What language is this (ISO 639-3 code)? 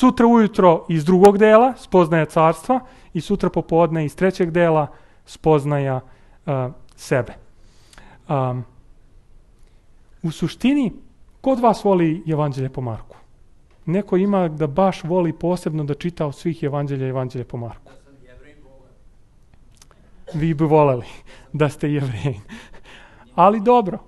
srp